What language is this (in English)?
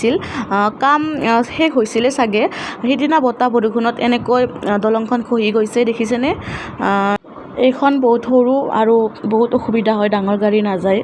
Assamese